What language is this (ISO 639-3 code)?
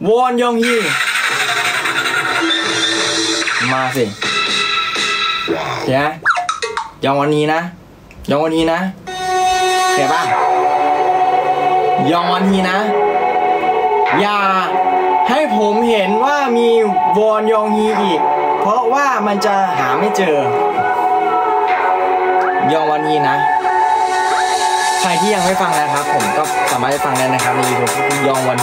tha